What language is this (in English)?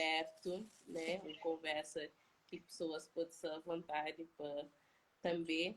Kabuverdianu